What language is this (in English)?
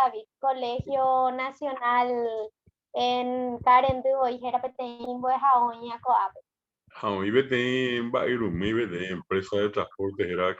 Guarani